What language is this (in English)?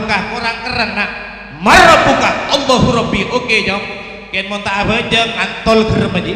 Madurese